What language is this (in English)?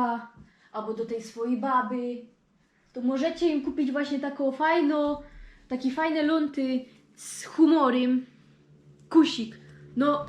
Silesian